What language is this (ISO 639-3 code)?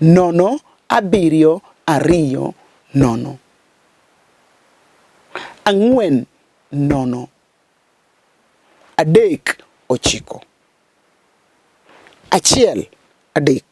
luo